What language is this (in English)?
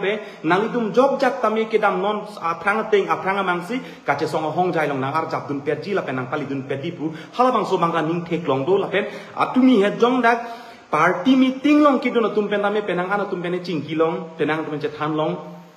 Karbi